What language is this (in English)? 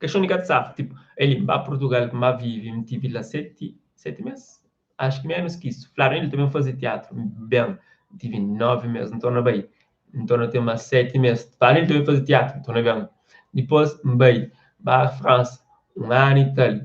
Kabuverdianu